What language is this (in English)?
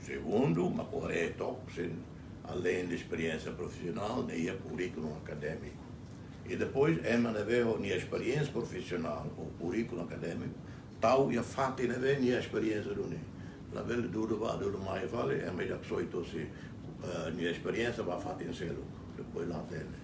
Tetum